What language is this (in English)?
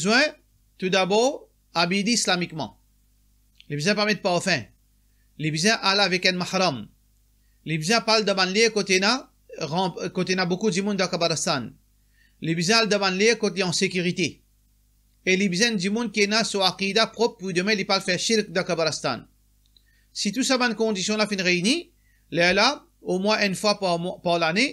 Morisyen